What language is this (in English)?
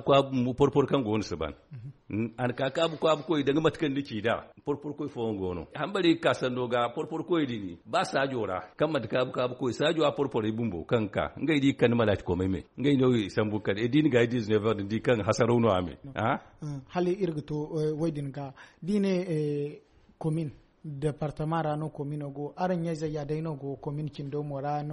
Zarma